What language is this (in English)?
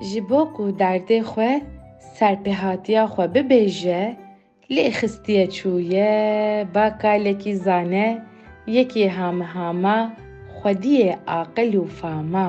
Kurdish